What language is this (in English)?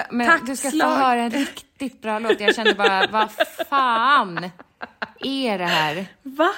Swedish